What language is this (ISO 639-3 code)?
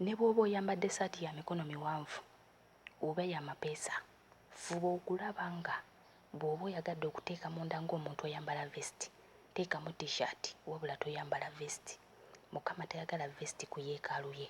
lug